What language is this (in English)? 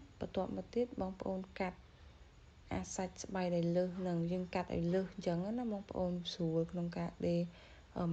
Khmer